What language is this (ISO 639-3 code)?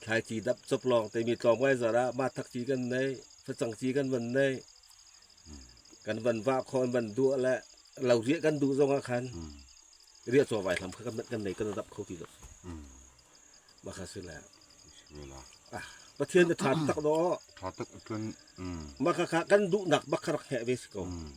cfm